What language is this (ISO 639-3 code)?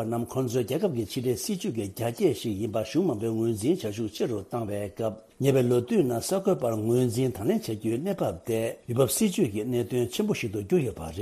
bod